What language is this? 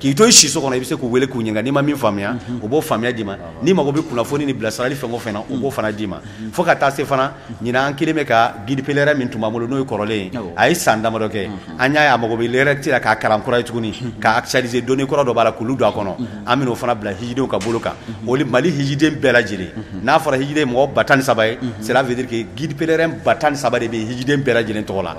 Bambara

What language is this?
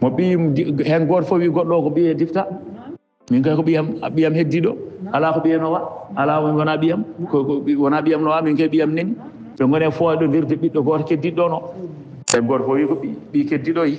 Fula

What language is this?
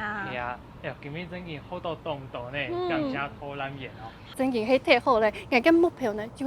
Hakka Chinese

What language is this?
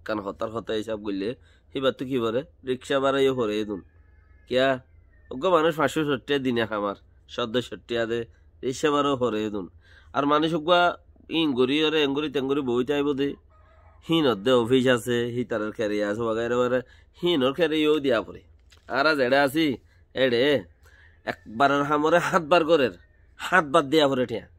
Rohingya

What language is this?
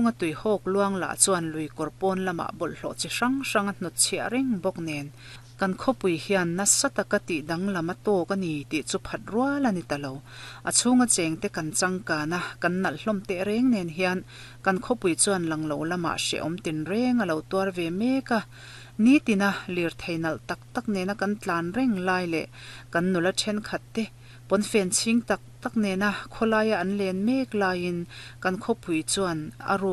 Mizo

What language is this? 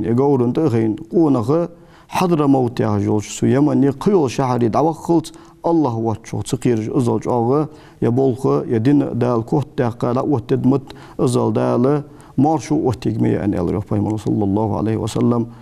Ingush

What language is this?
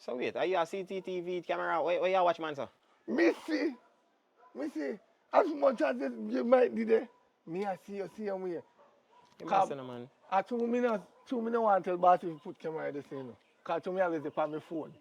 Jamaican Creole English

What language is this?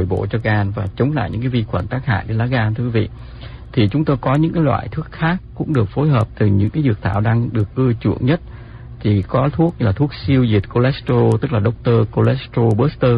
Vietnamese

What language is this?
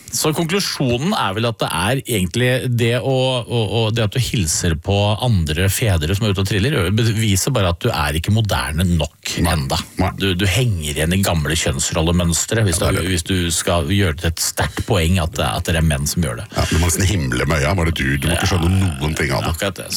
Norwegian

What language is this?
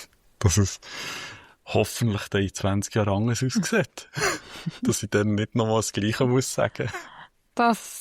Swiss German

